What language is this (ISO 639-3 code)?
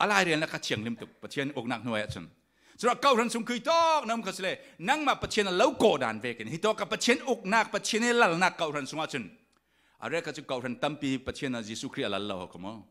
cfm